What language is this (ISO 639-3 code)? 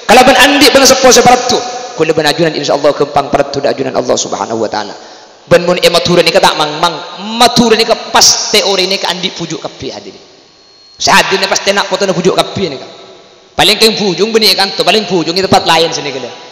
mad